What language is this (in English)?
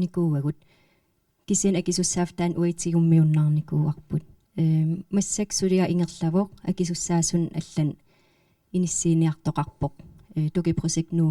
Kalaallisut